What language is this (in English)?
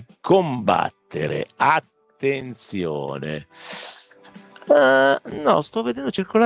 Italian